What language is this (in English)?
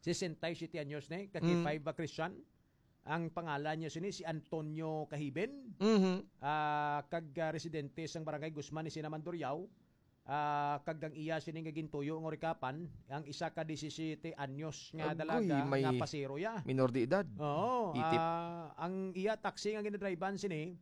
Hiligaynon